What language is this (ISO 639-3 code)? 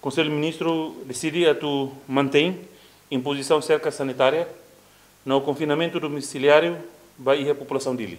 tet